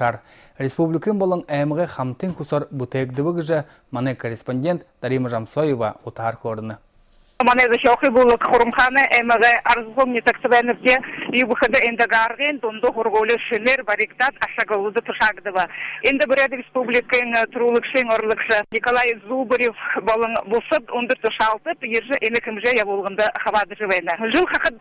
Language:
Buriat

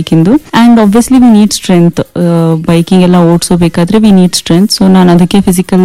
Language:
Kannada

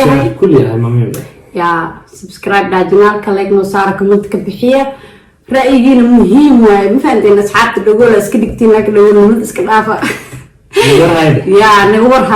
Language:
Somali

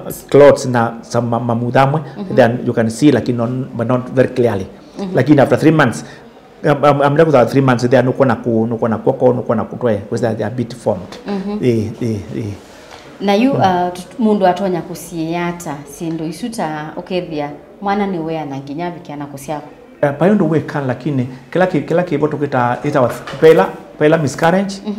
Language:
Kamba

